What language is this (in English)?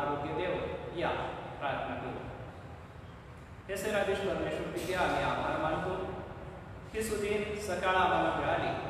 Marathi